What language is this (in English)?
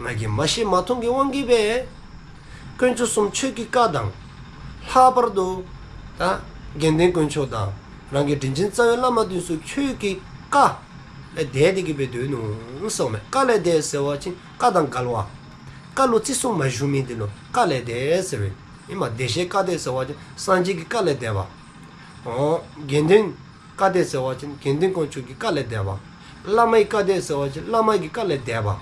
Dzongkha